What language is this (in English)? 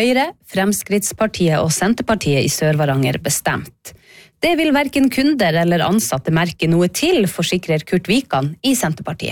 Norwegian